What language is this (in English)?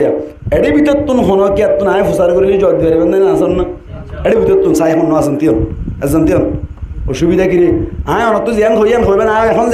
Rohingya